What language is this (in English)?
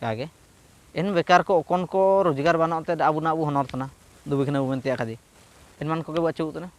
Ho